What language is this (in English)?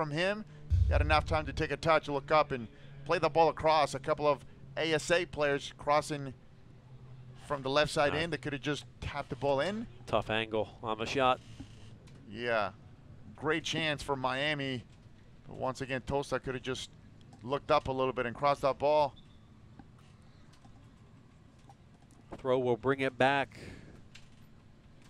English